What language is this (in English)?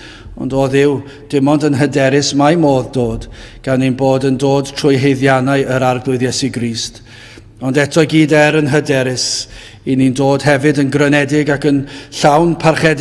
Welsh